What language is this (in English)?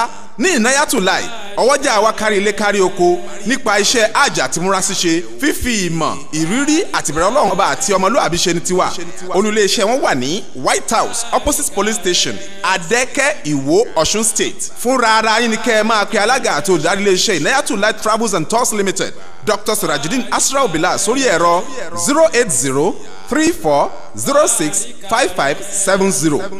Yoruba